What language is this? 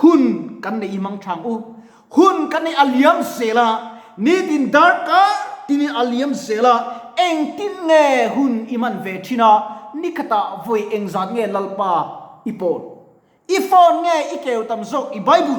Mizo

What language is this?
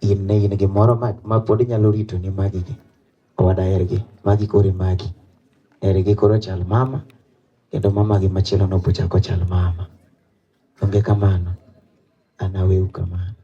Luo (Kenya and Tanzania)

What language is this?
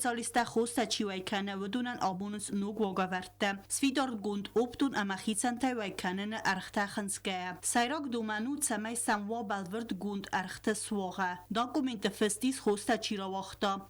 Ossetic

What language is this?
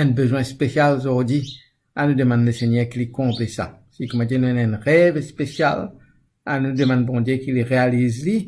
Morisyen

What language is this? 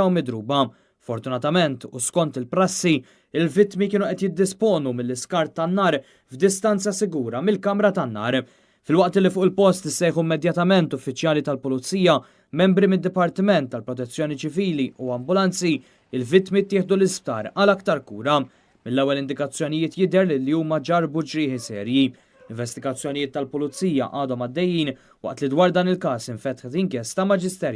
Maltese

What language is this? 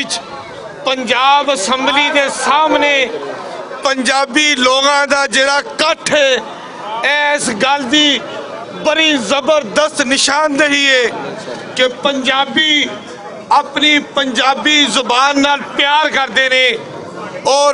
Western Panjabi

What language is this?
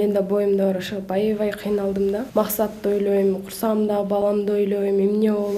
Kyrgyz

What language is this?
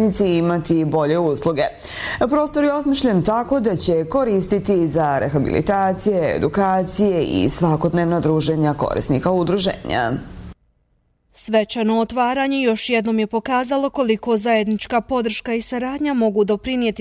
Bosnian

